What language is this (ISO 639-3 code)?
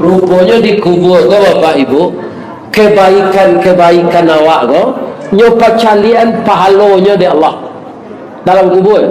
min